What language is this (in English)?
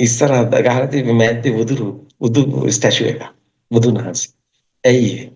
Sinhala